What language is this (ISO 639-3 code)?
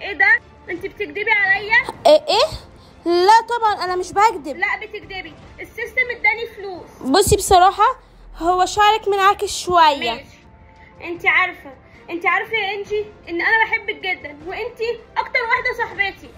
arz